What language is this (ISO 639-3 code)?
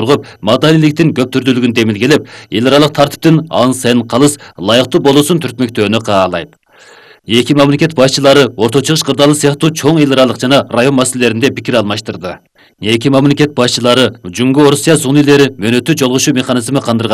kir